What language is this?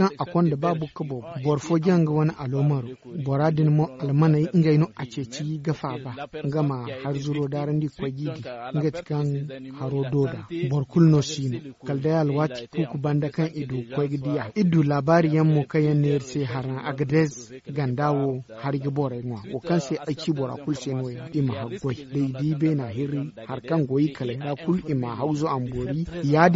Zarma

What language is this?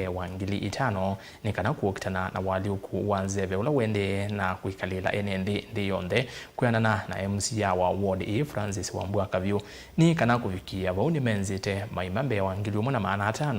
Kamba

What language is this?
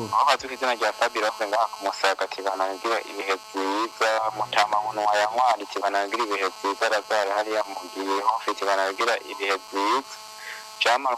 Rundi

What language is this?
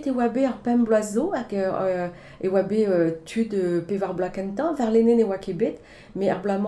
Breton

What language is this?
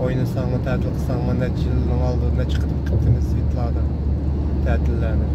Uyghur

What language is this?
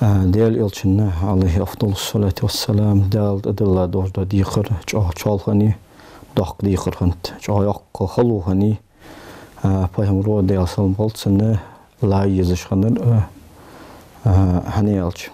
Ingush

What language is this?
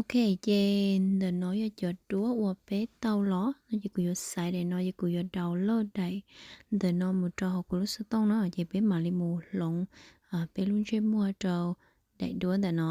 Hmong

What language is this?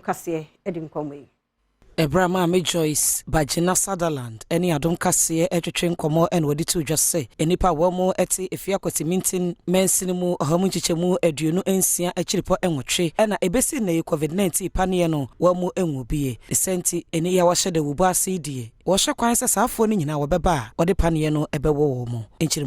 Akan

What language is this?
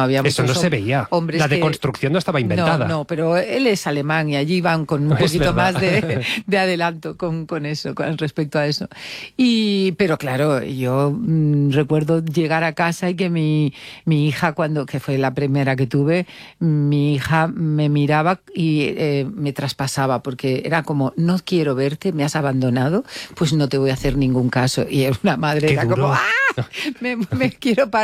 Spanish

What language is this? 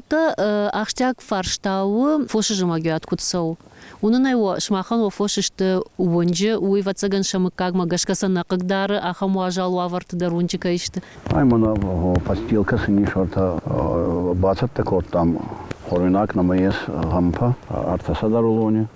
Ossetic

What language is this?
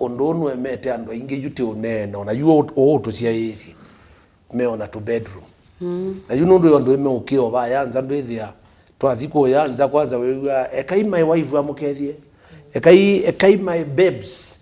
Kamba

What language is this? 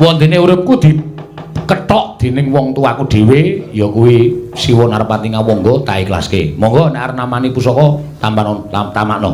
Javanese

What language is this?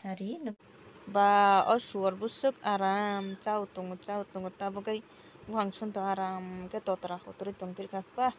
Kok Borok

